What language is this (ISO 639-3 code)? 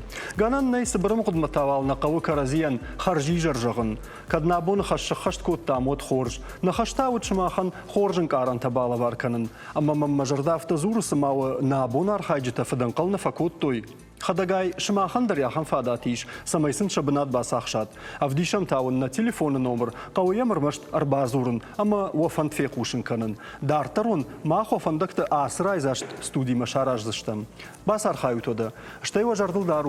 oss